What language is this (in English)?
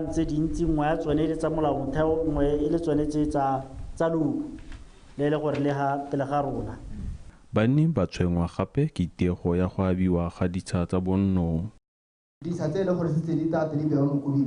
Tswana